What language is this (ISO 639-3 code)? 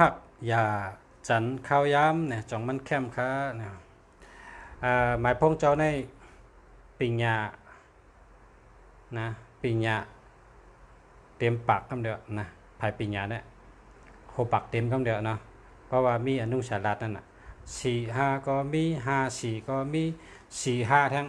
shn